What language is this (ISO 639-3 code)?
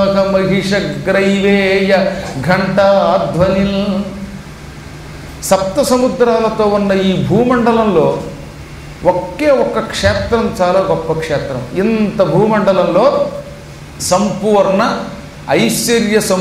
tel